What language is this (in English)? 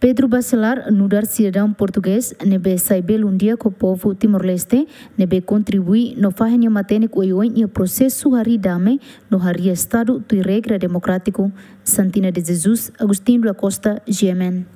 Tetum